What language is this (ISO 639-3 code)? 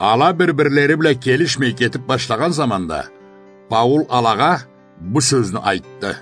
krc